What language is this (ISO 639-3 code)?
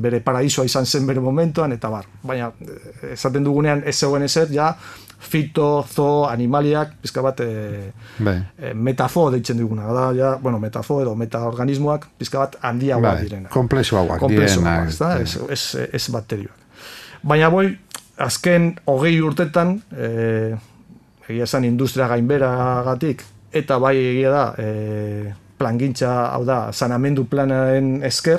eus